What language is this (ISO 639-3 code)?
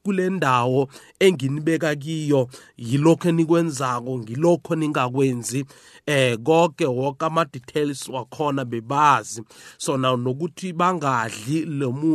nbl